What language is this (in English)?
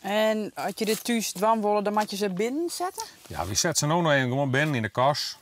Western Frisian